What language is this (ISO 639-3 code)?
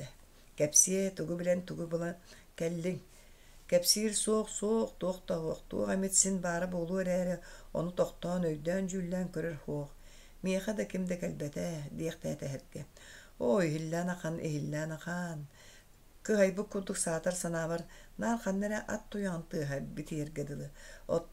sah